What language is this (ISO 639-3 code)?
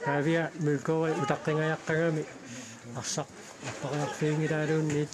kal